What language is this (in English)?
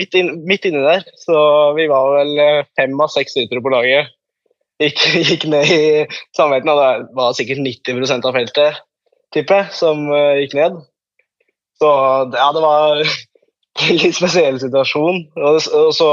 Norwegian